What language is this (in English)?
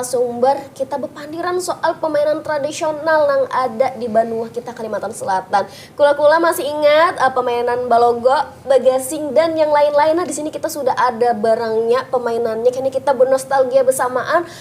Banjar